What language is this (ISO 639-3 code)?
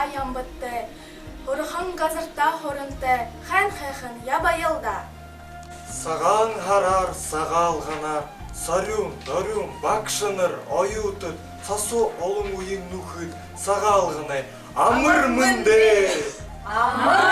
bua